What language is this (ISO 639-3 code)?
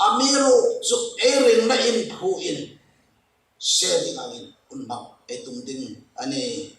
hmr